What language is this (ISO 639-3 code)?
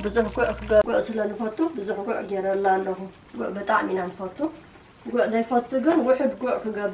tir